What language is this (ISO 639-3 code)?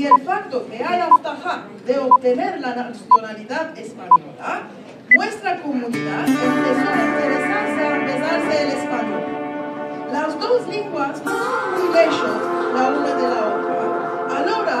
lad